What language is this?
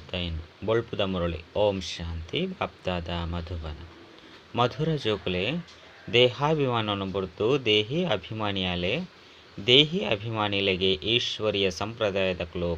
Tulu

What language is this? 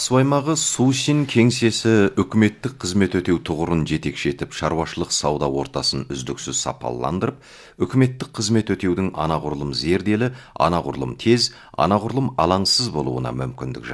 Kazakh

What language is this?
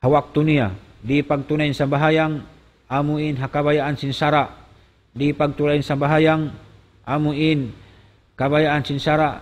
Tausug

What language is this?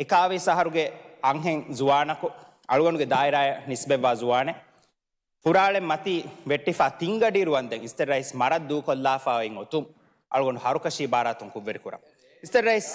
Divehi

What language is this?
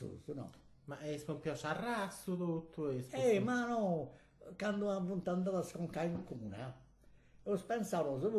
Sardinian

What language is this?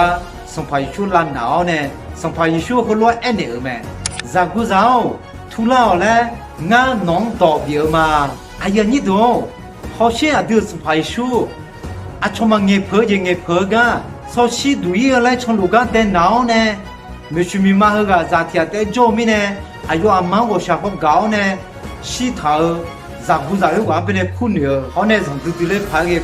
Akha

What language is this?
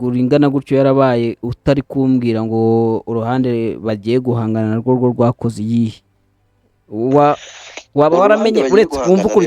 Kinyarwanda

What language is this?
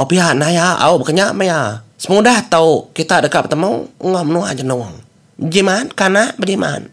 Iban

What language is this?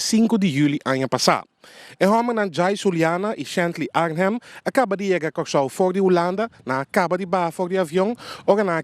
Papiamento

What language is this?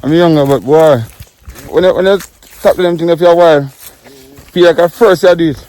Jamaican Creole English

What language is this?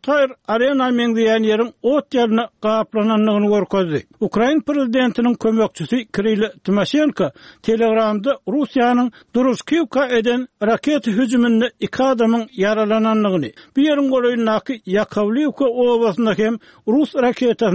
Turkmen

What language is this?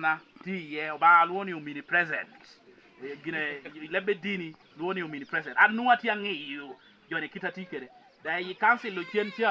Lango (Uganda)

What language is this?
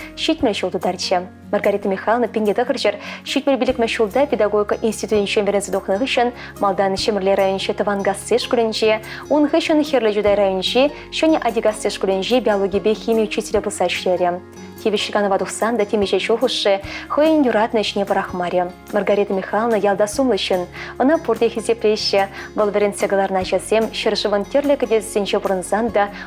Chuvash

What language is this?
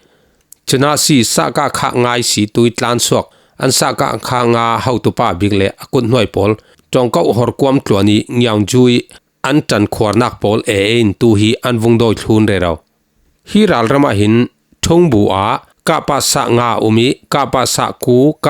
Falam Chin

